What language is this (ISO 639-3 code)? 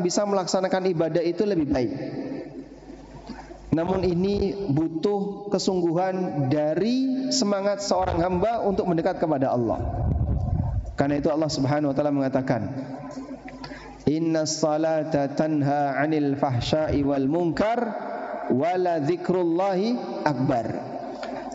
ind